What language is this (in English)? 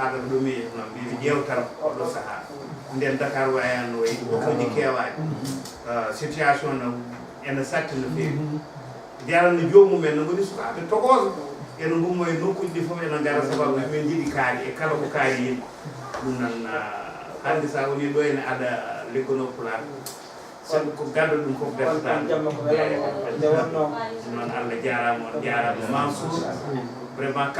Fula